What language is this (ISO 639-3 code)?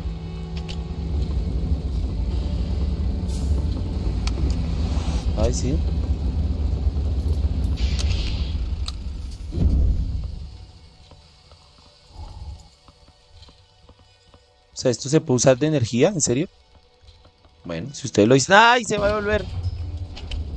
spa